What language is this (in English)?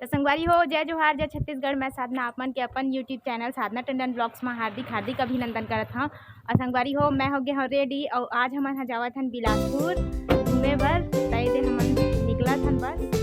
Chhattisgarhi